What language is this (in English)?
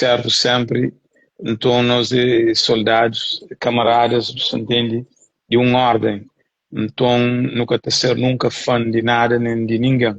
Kabuverdianu